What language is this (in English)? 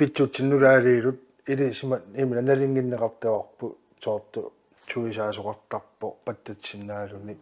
Kalaallisut